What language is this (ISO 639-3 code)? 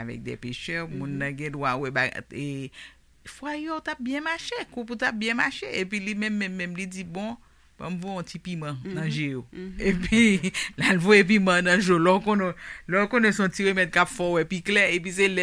hat